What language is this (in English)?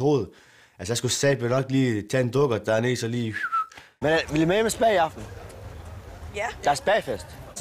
Danish